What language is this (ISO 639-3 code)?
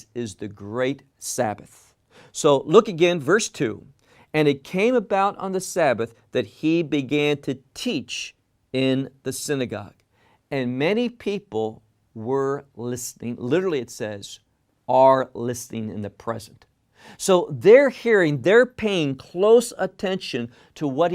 eng